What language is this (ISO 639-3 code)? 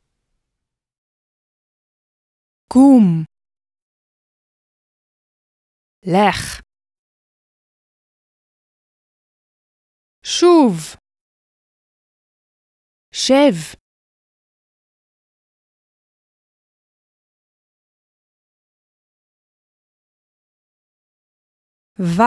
heb